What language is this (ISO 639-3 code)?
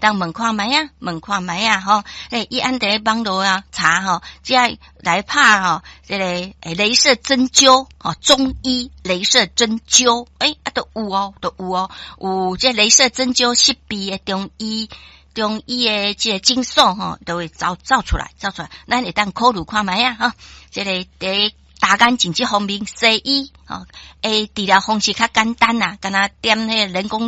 nan